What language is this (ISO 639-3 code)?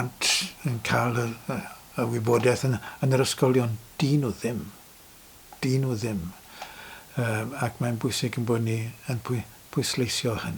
cym